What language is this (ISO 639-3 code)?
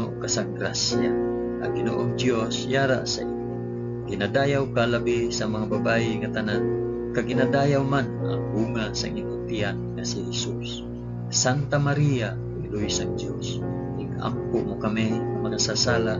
hil